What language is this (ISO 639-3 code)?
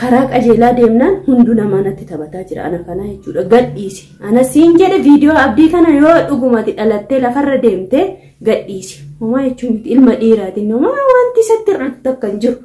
orm